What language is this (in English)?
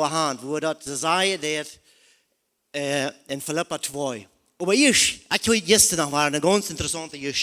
Plautdietsch